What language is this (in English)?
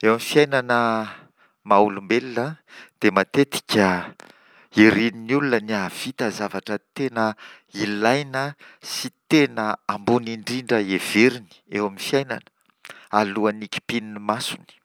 Malagasy